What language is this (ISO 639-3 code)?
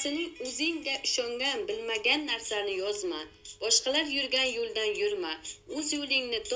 uzb